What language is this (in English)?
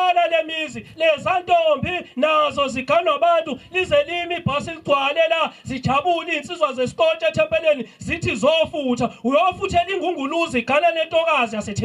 Zulu